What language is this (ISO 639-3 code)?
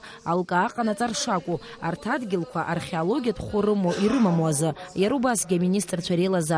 abk